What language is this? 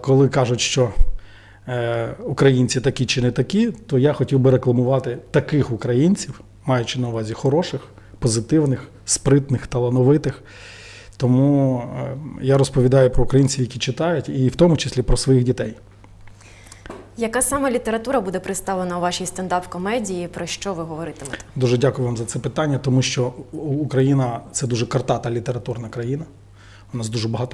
Ukrainian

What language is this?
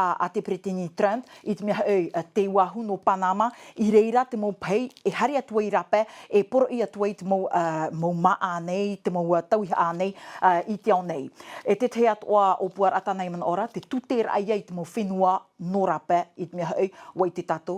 Tahitian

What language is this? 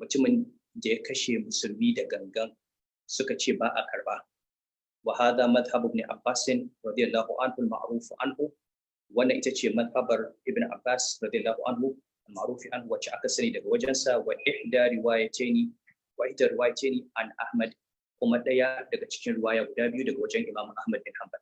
Hausa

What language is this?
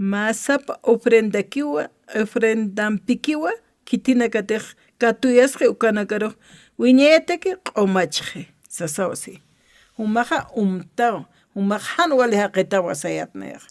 Aymara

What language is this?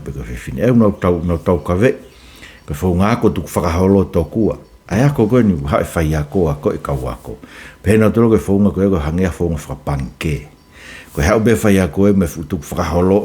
Tongan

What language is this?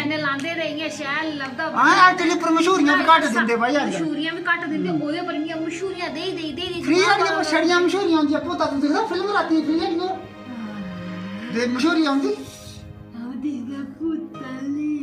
Dogri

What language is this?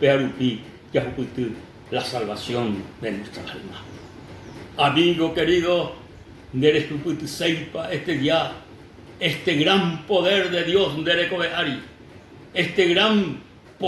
Guarani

